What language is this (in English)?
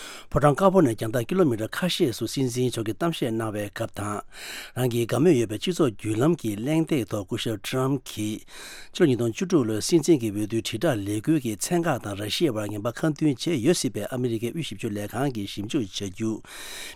Tibetan